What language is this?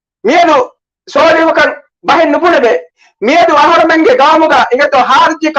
Divehi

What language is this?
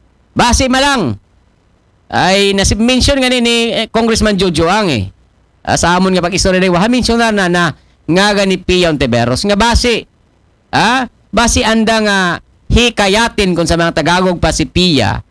Aklanon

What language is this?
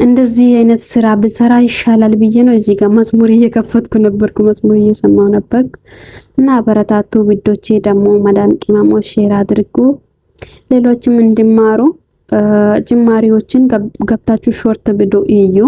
Amharic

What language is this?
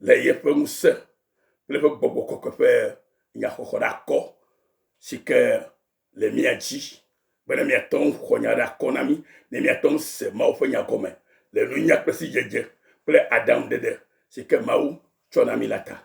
Ewe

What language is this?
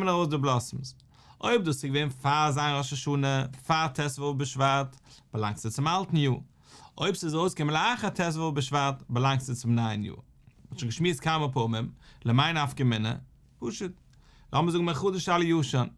Yiddish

